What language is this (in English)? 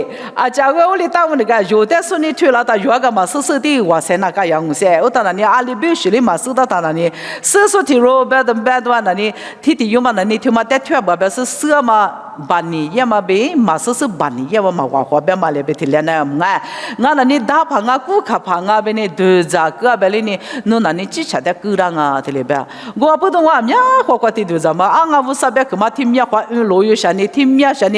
Lisu